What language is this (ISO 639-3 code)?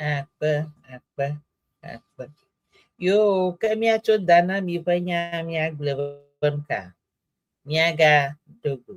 ewe